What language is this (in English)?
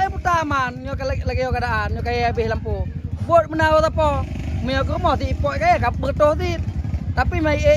Achinese